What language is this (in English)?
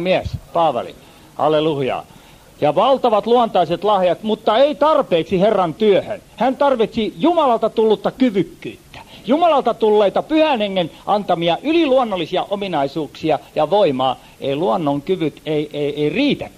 Finnish